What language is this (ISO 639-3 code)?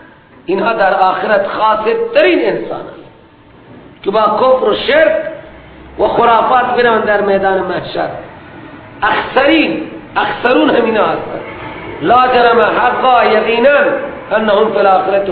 fas